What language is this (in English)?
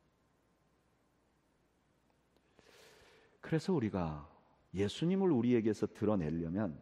Korean